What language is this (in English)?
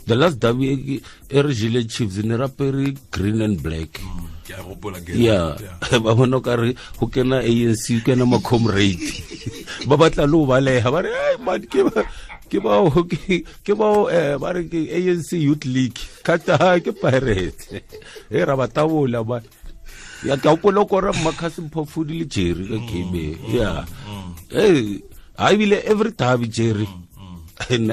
Tswana